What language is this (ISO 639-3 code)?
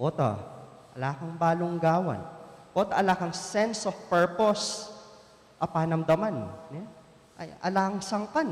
pam